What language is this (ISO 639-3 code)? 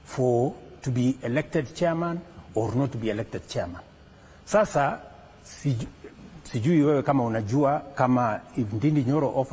swa